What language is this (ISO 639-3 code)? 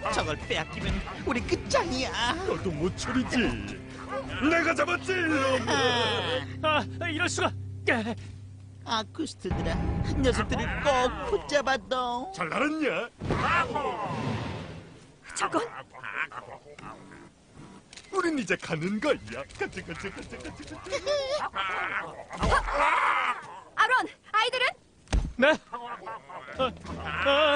kor